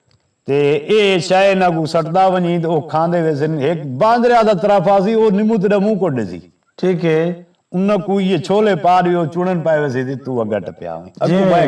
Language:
Saraiki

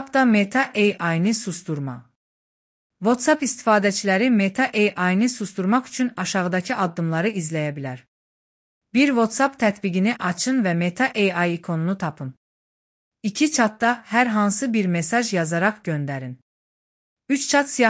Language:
Azerbaijani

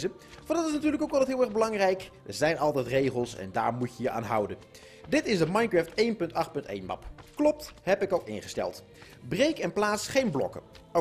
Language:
Dutch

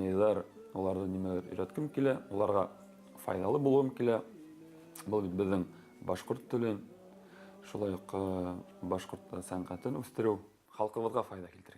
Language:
Bashkir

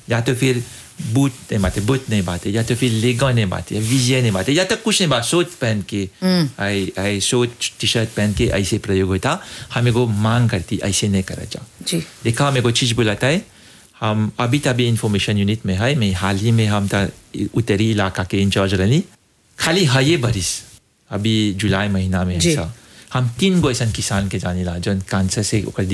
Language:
Bhojpuri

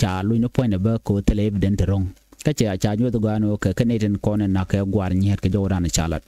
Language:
Nuer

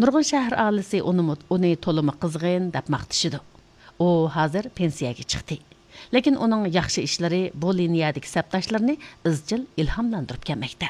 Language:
Uyghur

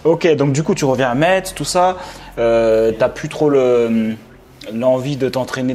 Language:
French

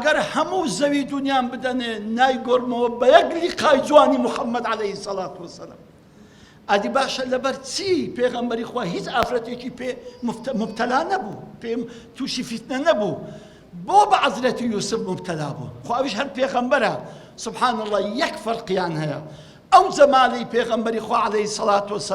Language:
Central Kurdish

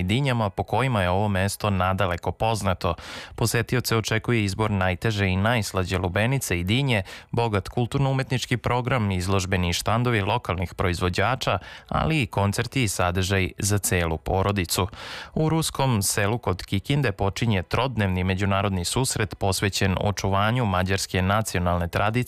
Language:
Serbian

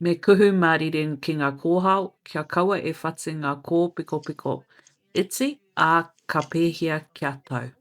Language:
Māori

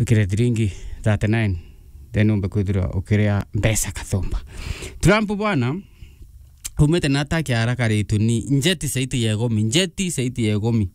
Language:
Meru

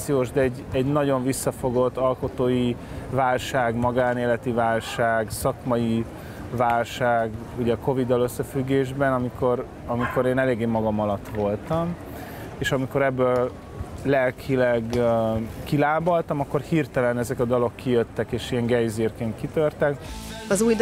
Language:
Hungarian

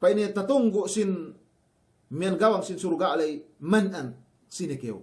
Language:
Yakan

